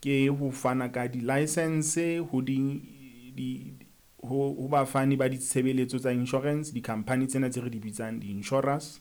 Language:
Southern Sotho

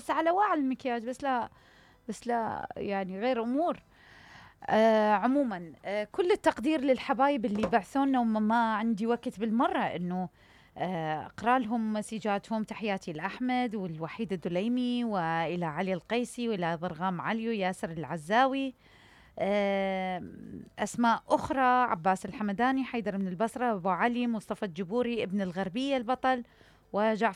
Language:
Mesopotamian Arabic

